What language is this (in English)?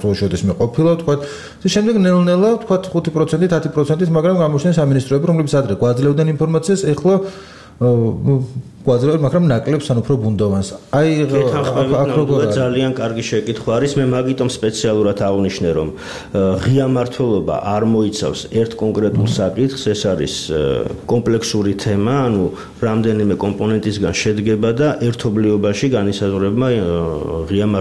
Georgian